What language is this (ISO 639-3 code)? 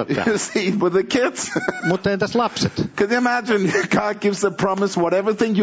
fin